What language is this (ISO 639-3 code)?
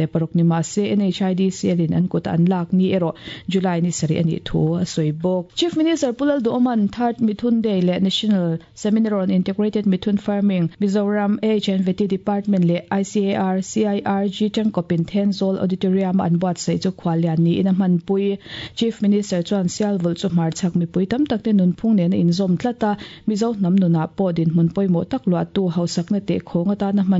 lus